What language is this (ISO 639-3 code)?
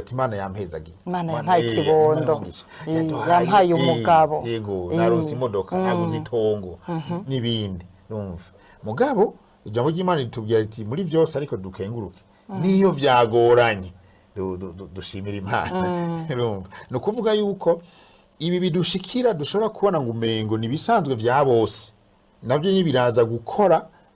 run